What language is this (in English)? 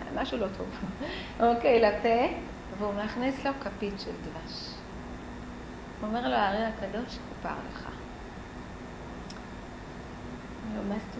Hebrew